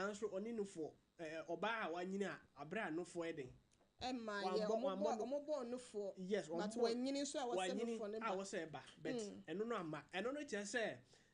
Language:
Akan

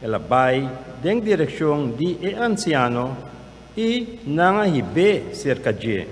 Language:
Papiamento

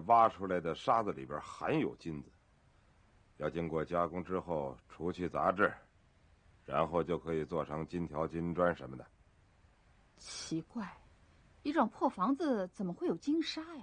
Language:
Chinese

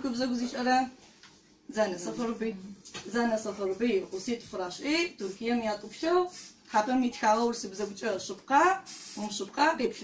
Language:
Adyghe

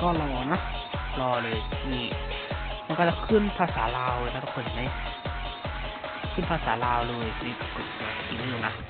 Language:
Lao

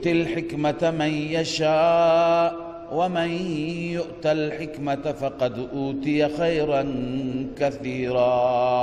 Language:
Persian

